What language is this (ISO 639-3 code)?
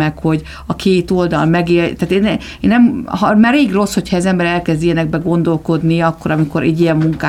hun